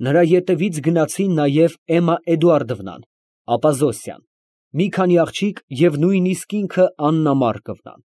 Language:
Armenian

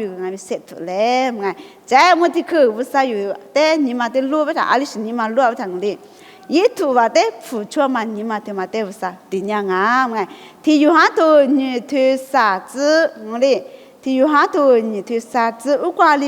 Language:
Lisu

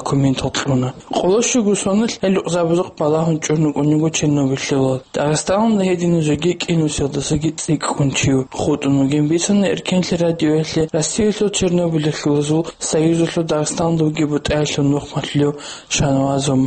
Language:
Avaric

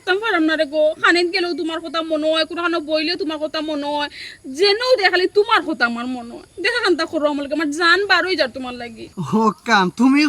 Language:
Sylheti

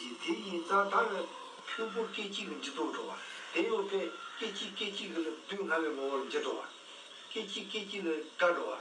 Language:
Tibetan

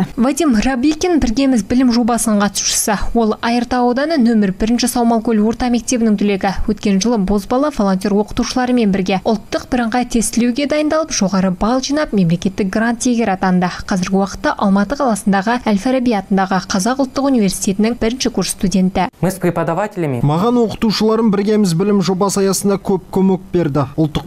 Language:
Kazakh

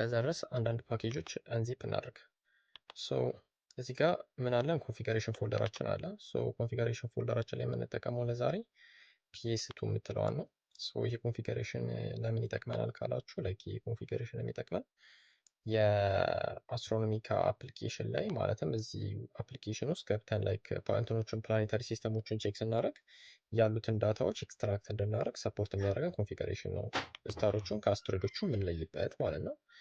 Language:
Amharic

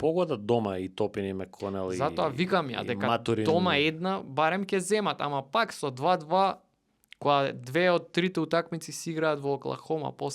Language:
Macedonian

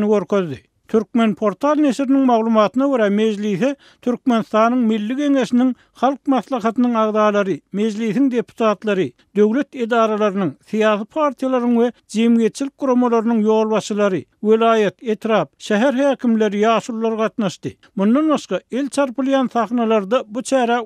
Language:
Turkmen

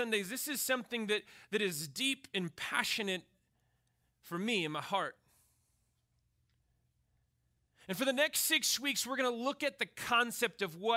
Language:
English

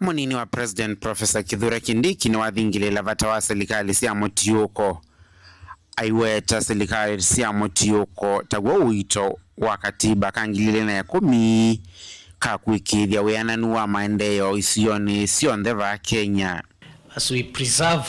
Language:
Kamba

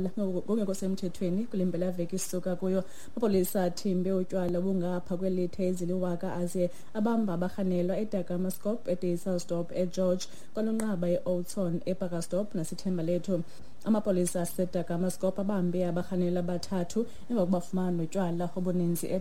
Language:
Xhosa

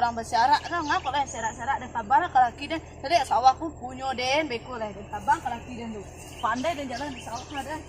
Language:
Minangkabau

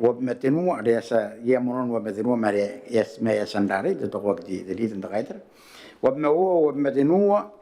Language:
Gilbertese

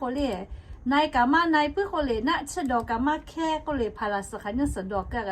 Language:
Lahu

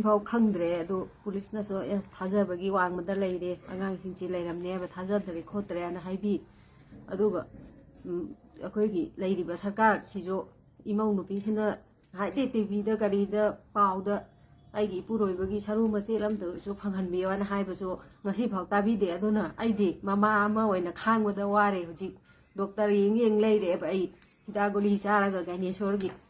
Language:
Manipuri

